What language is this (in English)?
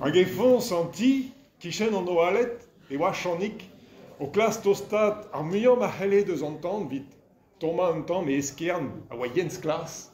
Breton